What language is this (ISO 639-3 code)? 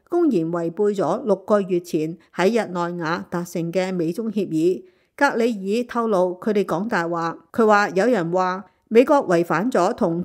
yue